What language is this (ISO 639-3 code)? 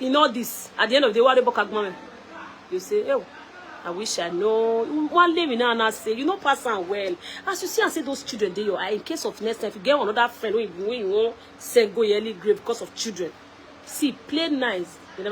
pcm